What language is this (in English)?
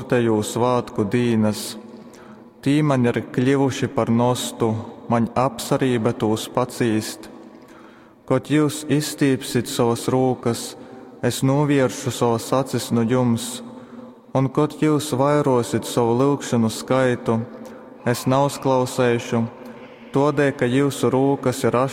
Latgalian